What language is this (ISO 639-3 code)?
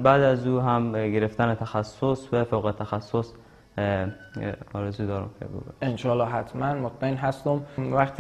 fas